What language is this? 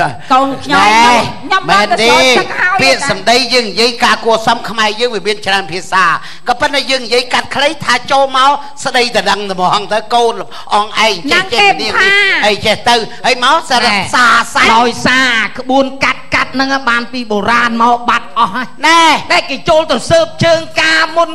Khmer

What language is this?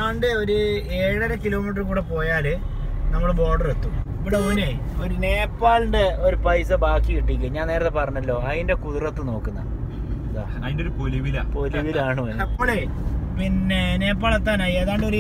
Malayalam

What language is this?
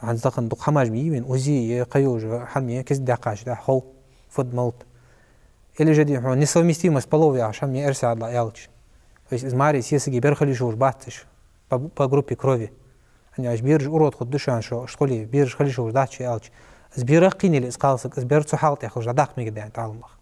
Ingush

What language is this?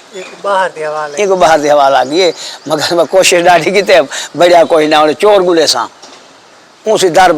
Saraiki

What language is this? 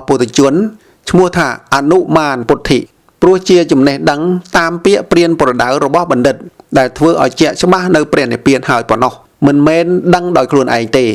Khmer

